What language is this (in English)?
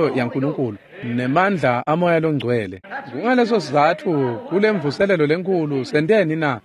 Swati